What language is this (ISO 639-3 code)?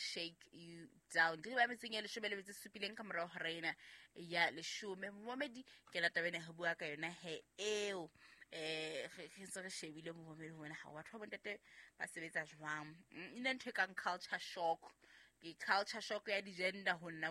sot